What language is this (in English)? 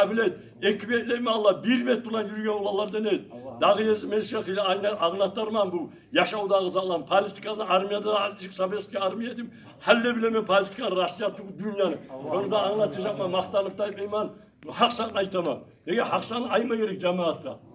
Kumyk